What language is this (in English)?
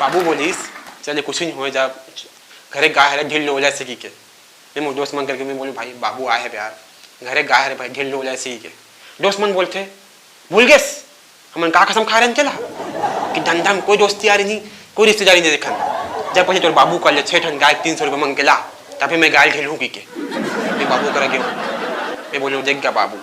Chhattisgarhi